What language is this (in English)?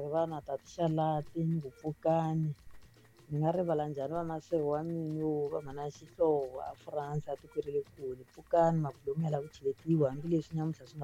Tsonga